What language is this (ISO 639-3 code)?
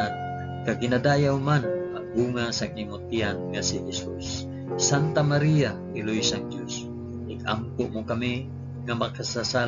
hil